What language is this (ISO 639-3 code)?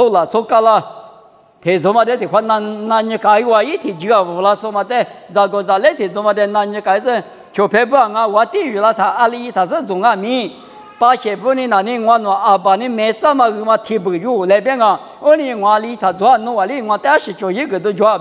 lis